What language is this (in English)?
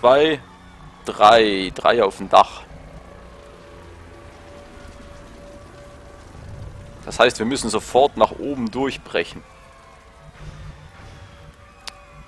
German